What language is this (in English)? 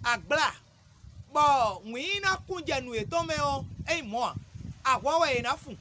Fon